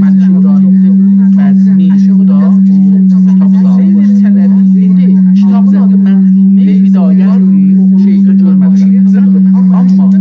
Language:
South Azerbaijani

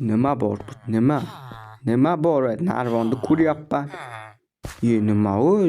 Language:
Uzbek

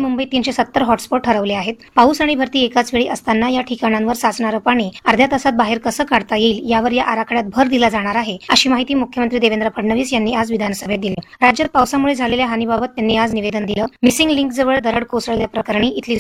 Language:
Marathi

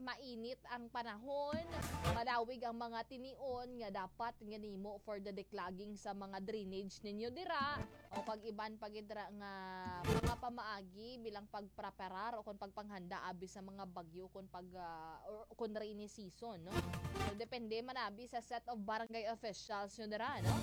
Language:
Hiligaynon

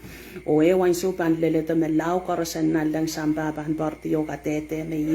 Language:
Pohnpeian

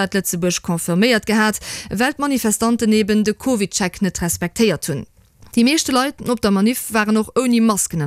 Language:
Luxembourgish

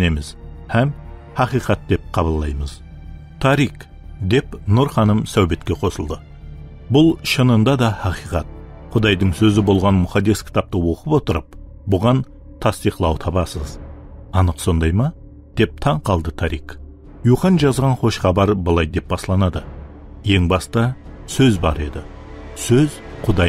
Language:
Kara-Kalpak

